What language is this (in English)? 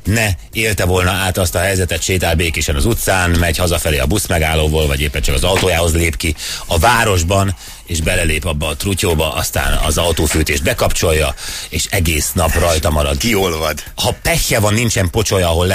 Hungarian